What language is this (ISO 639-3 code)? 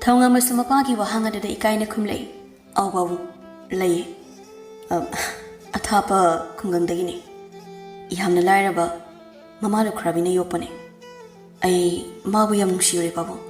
mni